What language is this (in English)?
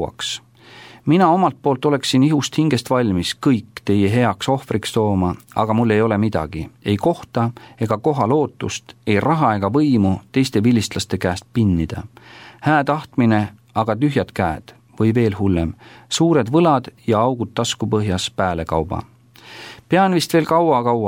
Estonian